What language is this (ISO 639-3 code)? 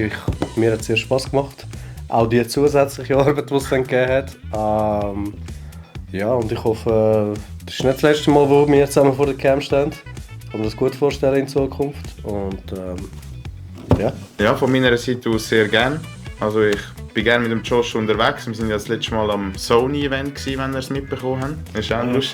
gsw